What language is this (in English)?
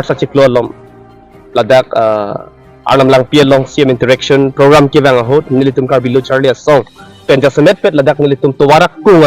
Karbi